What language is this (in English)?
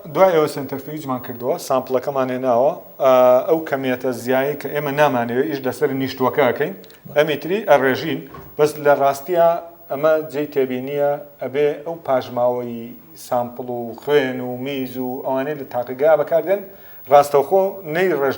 Central Kurdish